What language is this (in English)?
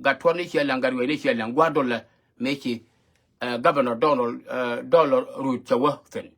Nuer